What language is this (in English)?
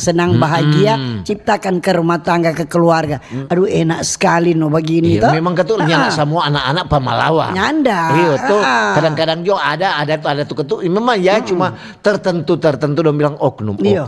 Manado Malay